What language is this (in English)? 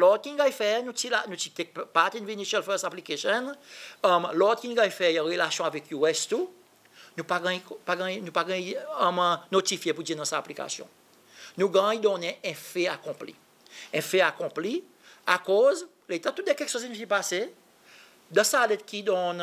Seselwa Creole French